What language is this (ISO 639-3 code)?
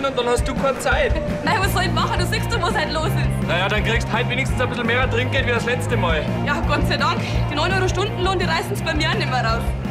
bar